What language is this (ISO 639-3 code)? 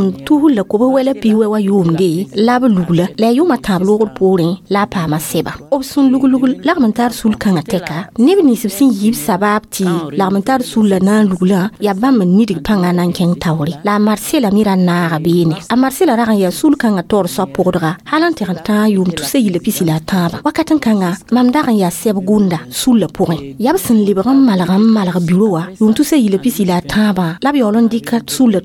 mos